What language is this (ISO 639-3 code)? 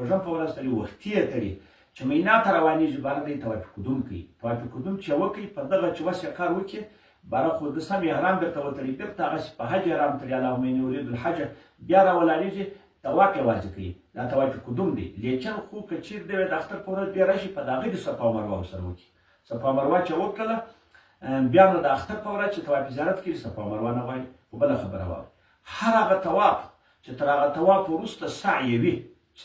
pus